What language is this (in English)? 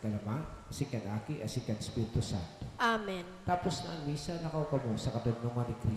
Bikol